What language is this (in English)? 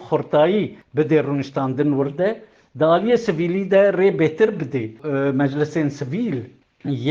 Kurdish